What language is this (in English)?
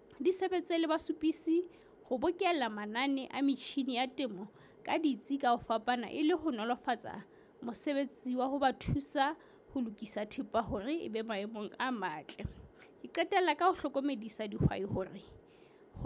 Southern Sotho